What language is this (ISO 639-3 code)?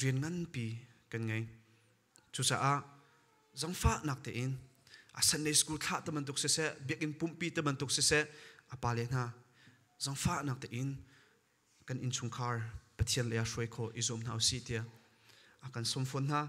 cnh